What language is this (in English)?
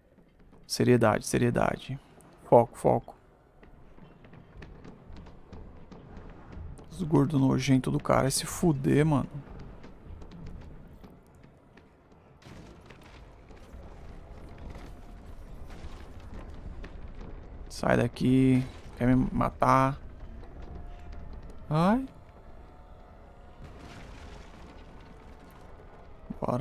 Portuguese